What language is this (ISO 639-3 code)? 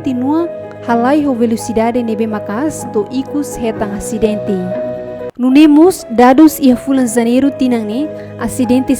tet